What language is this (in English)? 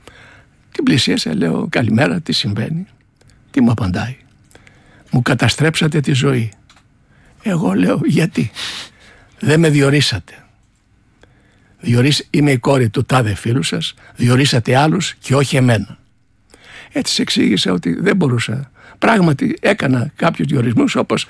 Greek